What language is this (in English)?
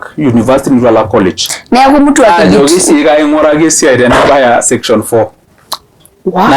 Masai